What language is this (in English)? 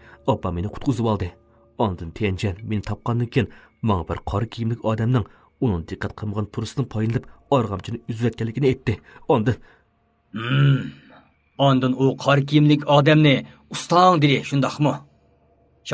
Uyghur